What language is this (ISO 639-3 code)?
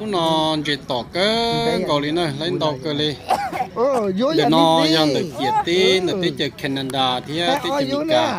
hmn